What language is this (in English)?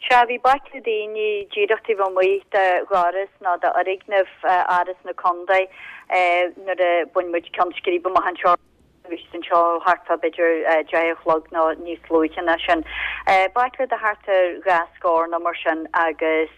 Irish